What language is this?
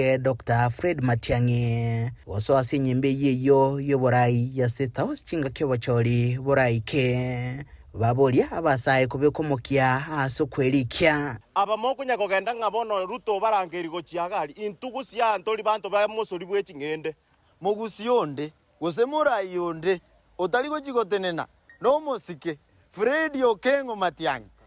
Gusii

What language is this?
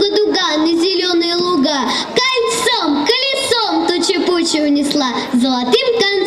Russian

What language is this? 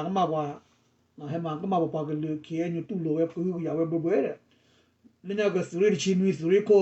S'gaw Karen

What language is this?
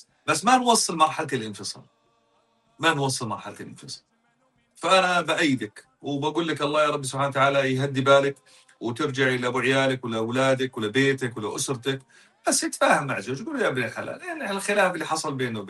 North Levantine Arabic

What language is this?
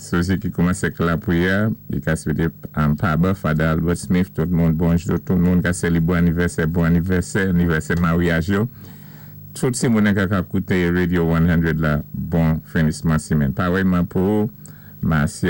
Saint Lucian Creole French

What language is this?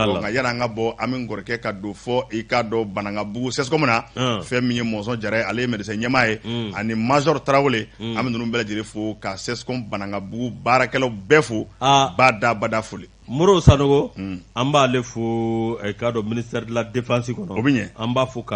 Bambara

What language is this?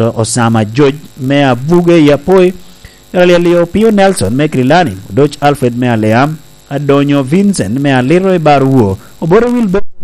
Lango (Uganda)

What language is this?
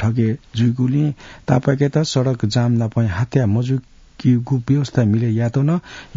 Newari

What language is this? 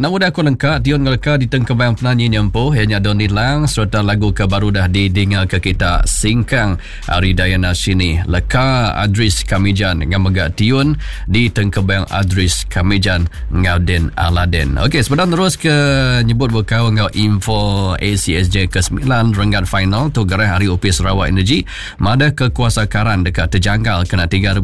Iban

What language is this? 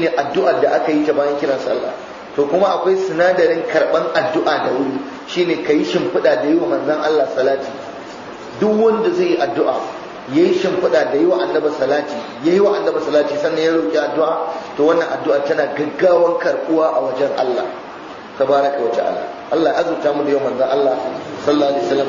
Hausa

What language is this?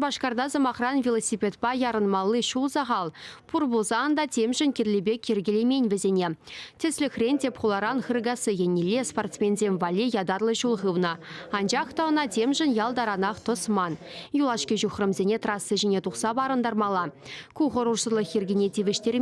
Chuvash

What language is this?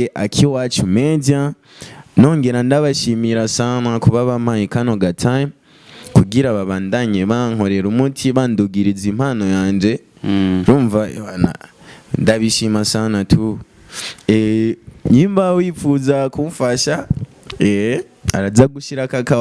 Rundi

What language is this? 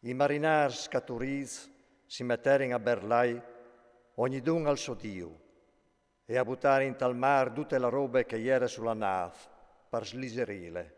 Friulian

